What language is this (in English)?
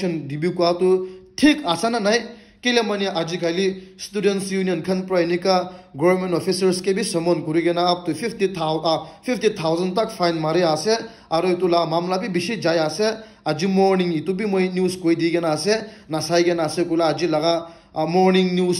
Naga Pidgin